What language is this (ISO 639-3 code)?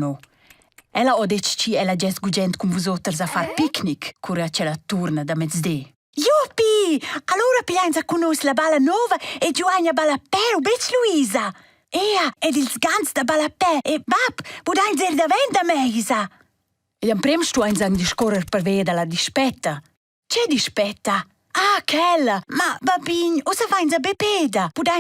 roh